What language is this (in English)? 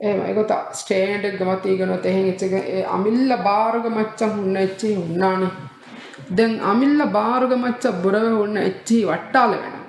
Divehi